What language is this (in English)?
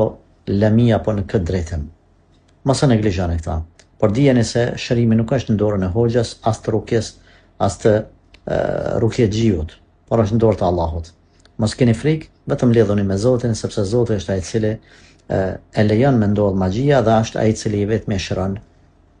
Albanian